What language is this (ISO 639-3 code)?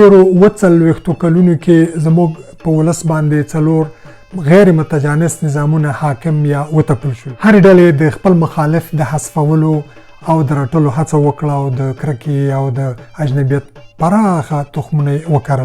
pus